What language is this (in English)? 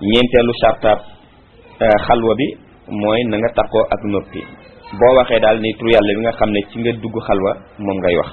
Wolof